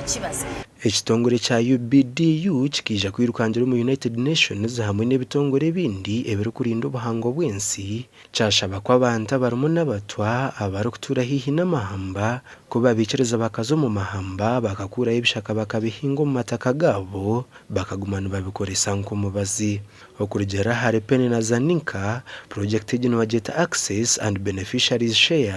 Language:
Nyankole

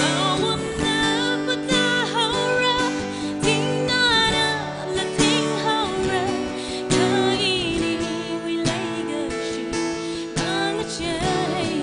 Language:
Tangkhul Naga (India)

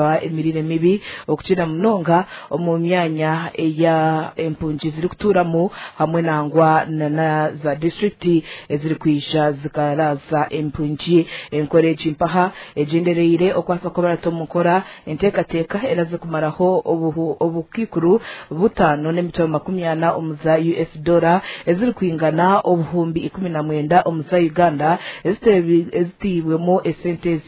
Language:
Nyankole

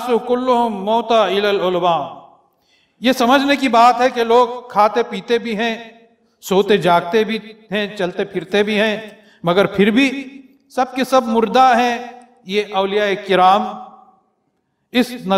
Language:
Urdu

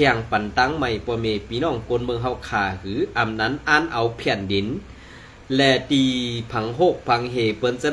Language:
Shan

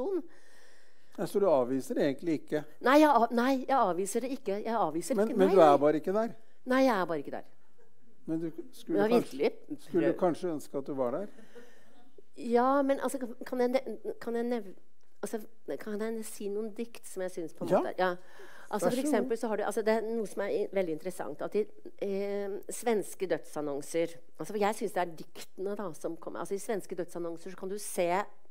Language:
Norwegian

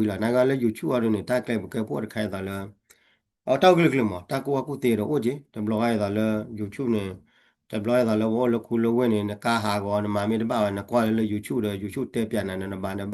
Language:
S'gaw Karen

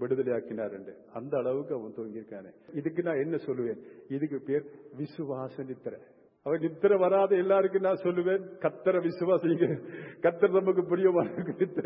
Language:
Tamil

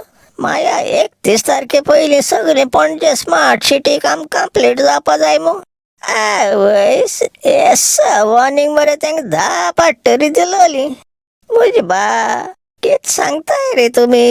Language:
Konkani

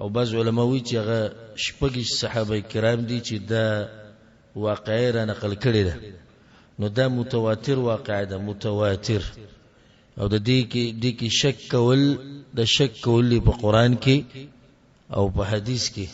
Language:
Pashto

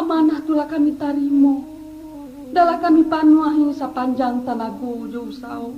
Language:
Minangkabau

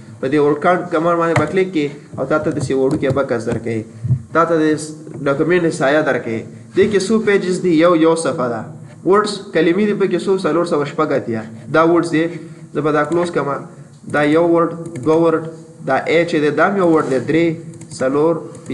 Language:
Pashto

